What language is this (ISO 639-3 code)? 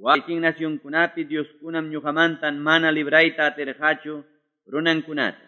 que